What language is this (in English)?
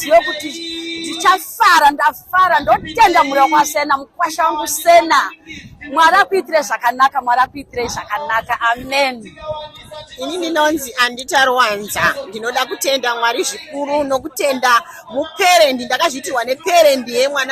Shona